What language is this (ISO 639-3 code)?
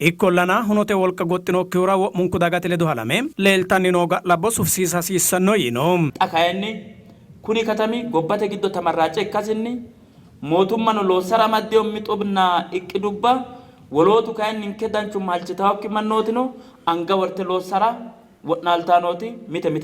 sid